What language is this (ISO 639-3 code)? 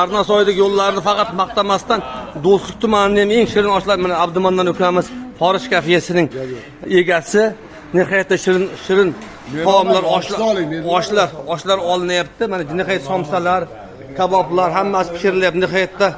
uzb